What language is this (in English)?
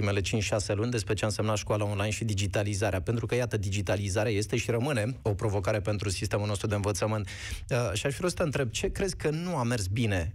Romanian